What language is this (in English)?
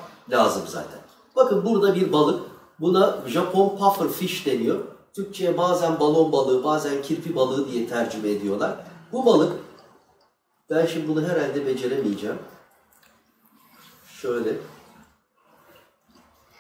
Turkish